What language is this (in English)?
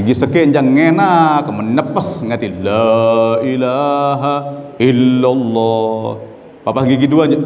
Sasak